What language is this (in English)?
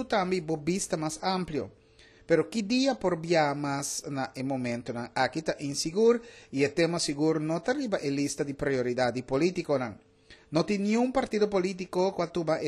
Papiamento